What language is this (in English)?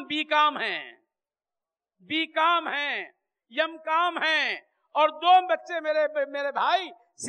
Urdu